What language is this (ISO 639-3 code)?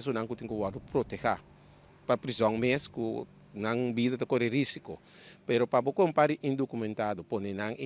pap